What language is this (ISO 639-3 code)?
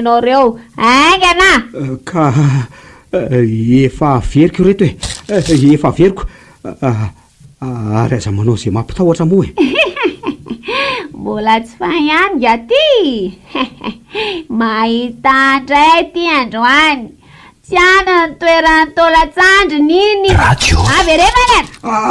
mlg